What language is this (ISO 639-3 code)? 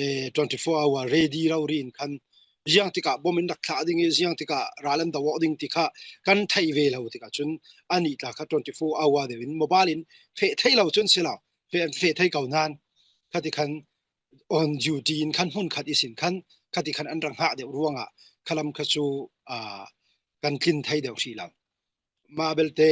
cfm